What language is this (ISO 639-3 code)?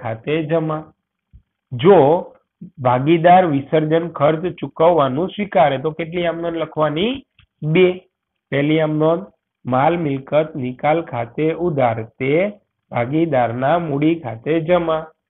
guj